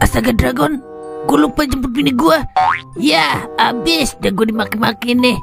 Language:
Betawi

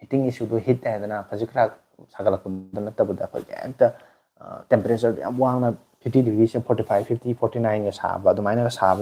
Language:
Manipuri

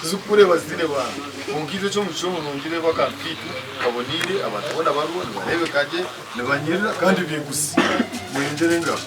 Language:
Nyankole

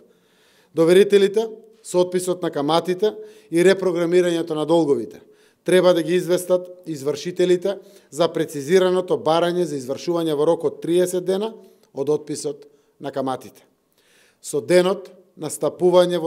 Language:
Macedonian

